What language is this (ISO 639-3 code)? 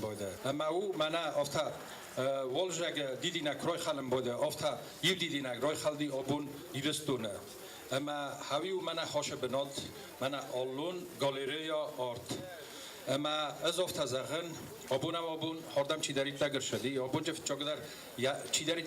oss